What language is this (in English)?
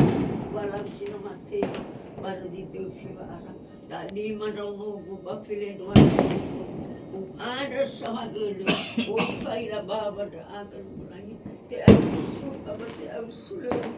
Nias